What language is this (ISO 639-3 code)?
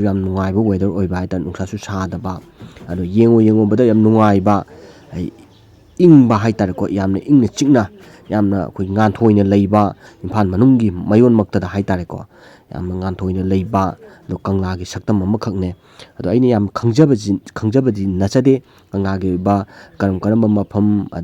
mni